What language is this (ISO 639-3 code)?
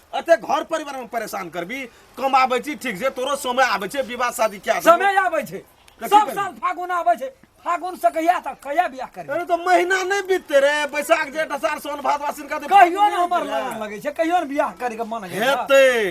mai